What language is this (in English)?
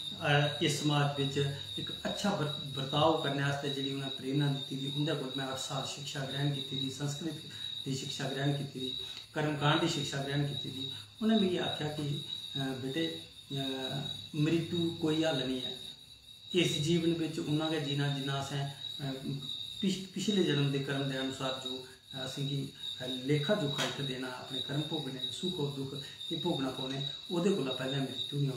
Dogri